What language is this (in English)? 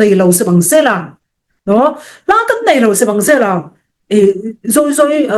Falam Chin